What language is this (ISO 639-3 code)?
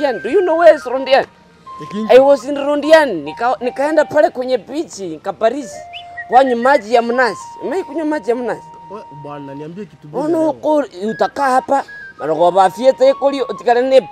guz